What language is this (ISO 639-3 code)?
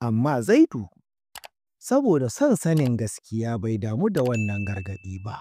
hau